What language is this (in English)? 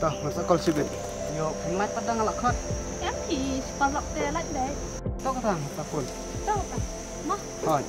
Khasi